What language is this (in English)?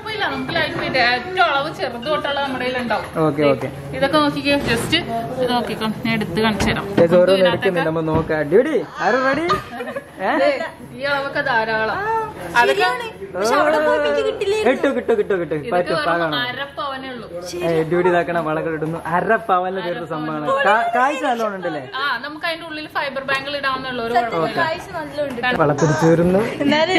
Malayalam